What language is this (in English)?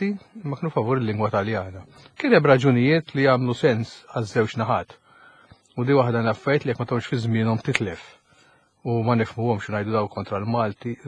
Maltese